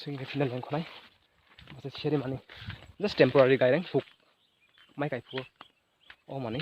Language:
Kok Borok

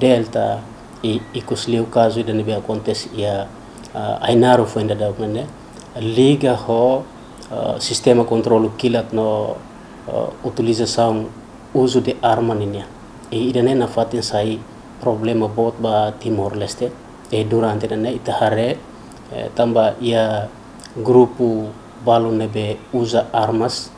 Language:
Tetum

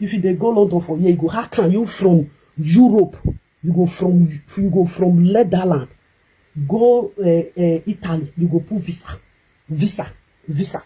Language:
Nigerian Pidgin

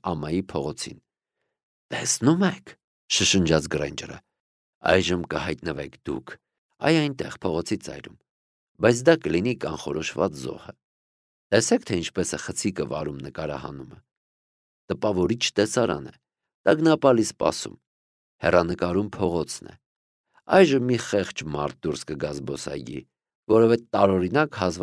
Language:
Armenian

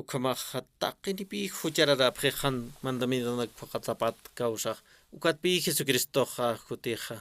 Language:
Aymara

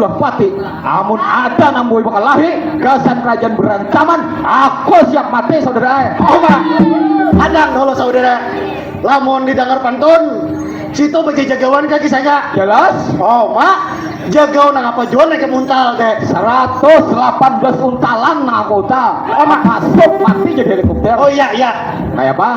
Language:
Banjar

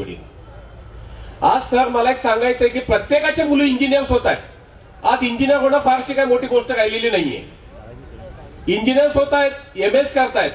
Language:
Marathi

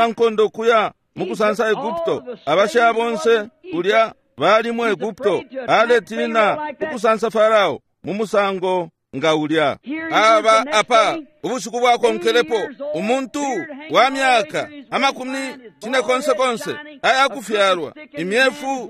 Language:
Bemba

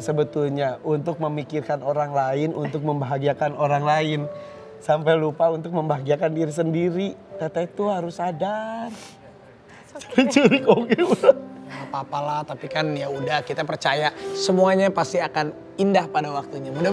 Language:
Indonesian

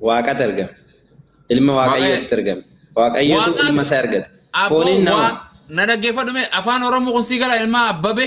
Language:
Oromo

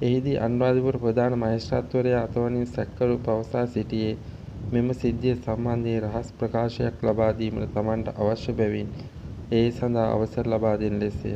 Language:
Sinhala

